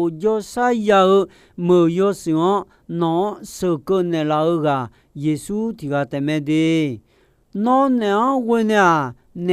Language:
Akha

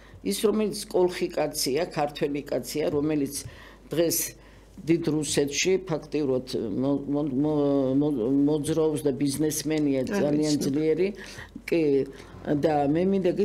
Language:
Georgian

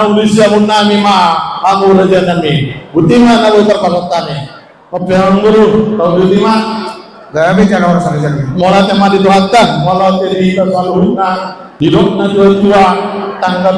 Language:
Batak Toba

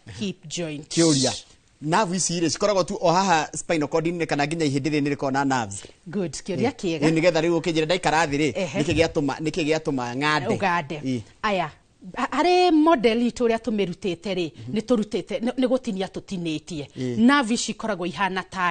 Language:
Kikuyu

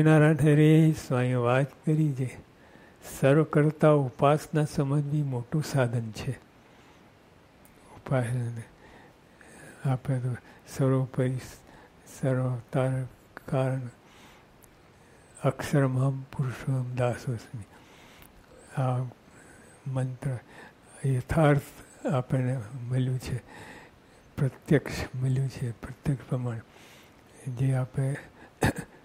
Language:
Gujarati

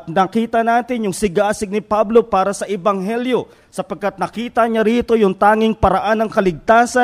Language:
Filipino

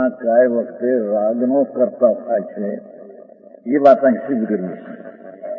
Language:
Gujarati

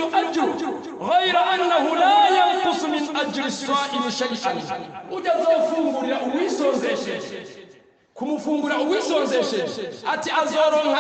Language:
Rundi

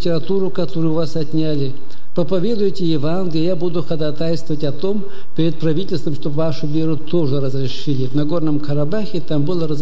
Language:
Russian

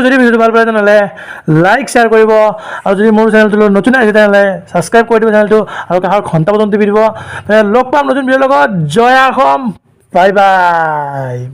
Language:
Assamese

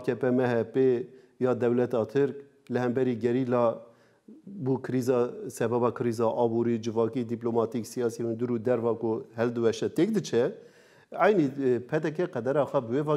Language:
Kurdish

